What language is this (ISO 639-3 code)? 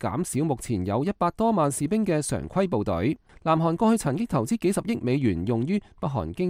yue